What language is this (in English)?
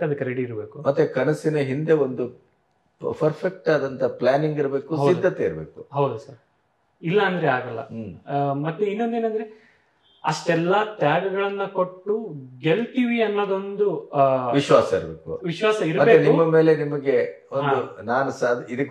Kannada